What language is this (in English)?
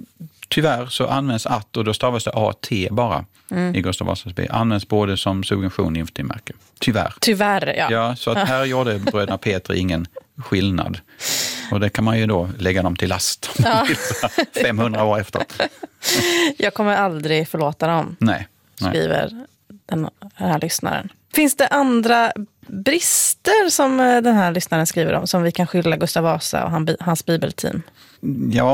Swedish